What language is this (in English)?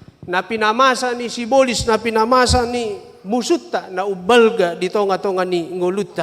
Batak Toba